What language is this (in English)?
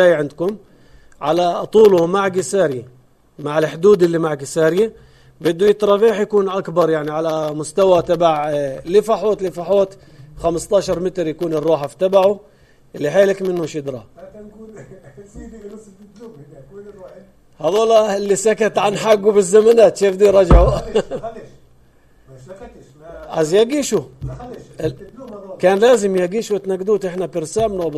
North Levantine Arabic